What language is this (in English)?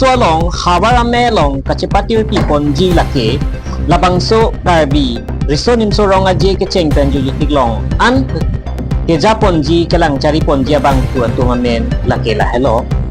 Karbi